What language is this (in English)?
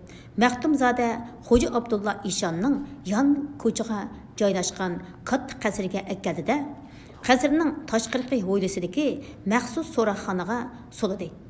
Uyghur